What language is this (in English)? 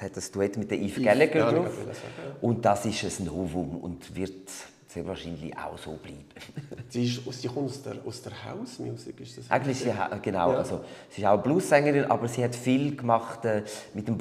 Swiss German